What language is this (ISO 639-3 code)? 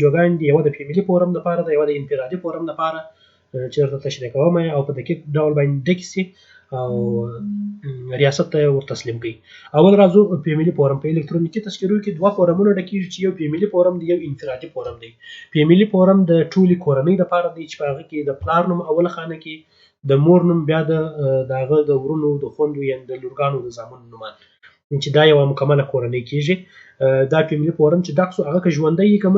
pus